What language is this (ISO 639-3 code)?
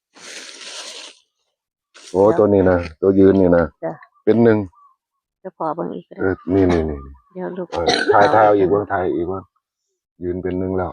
tts